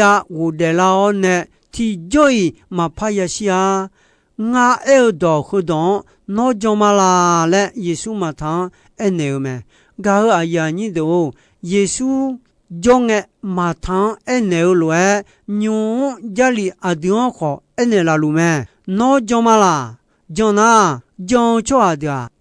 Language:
Akha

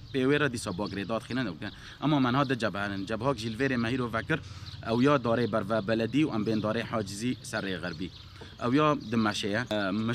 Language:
Kurdish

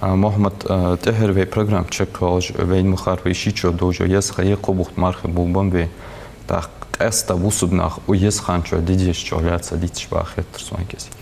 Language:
Ingush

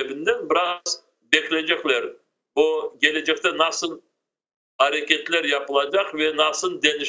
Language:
Crimean Tatar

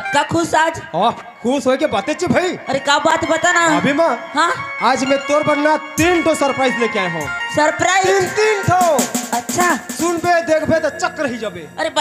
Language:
Chhattisgarhi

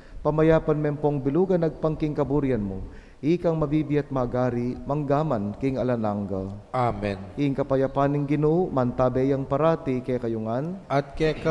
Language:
Pampanga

